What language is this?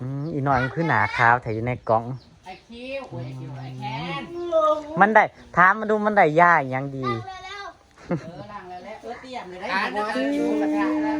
Northeastern Thai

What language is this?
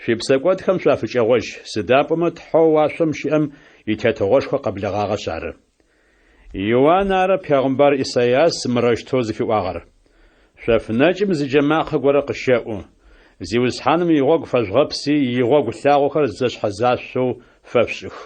Adyghe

